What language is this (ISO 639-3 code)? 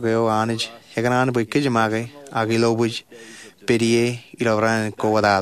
mah